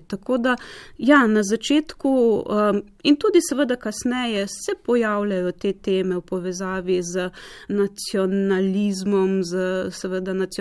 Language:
Slovenian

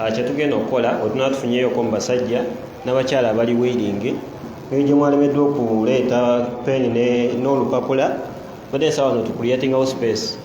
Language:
Ganda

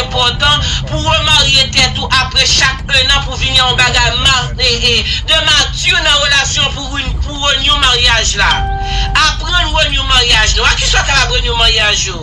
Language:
Haitian Creole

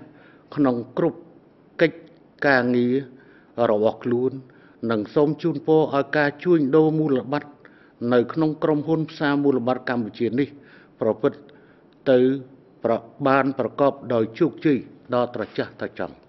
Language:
Khmer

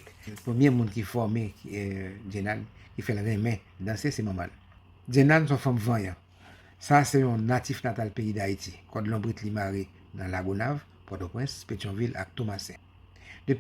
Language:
Haitian Creole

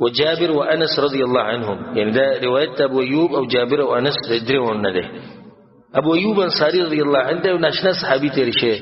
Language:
Pashto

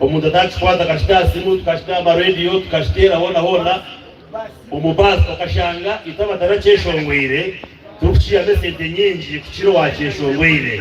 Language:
Nyankole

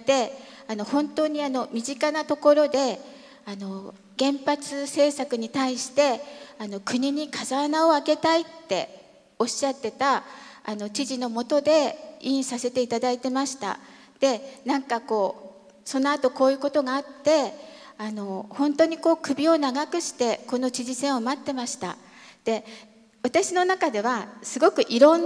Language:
Japanese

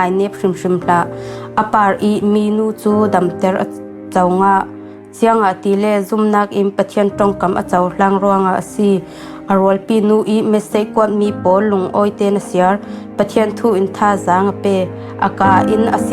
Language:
Falam Chin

